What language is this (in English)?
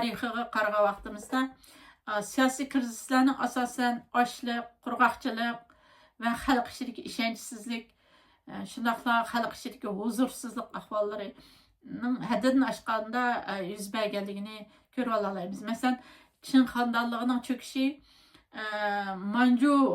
Uyghur